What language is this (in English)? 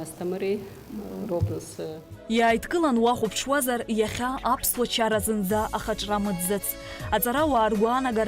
Abkhazian